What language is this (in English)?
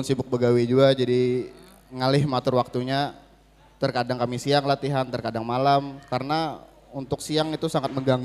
Banjar